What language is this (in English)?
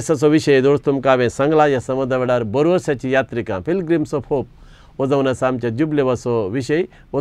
Konkani